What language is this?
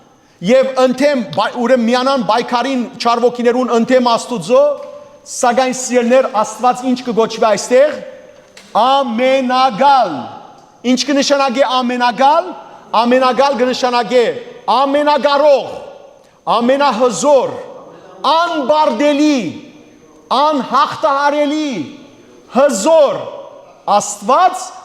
Western Armenian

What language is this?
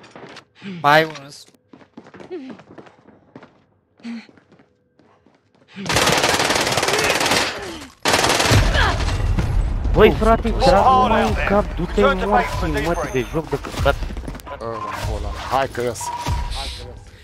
Romanian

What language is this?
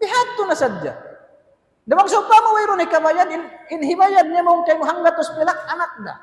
Tausug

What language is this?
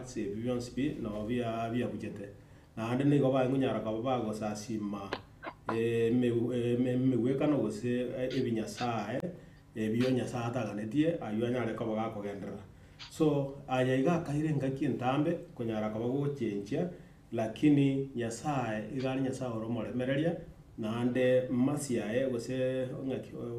Gusii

